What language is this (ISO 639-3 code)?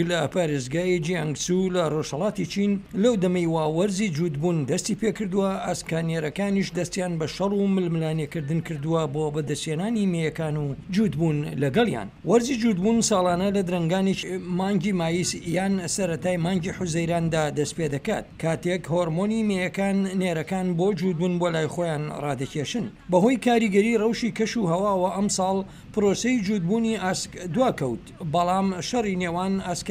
ckb